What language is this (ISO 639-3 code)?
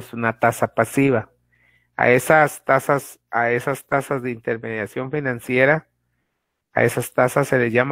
spa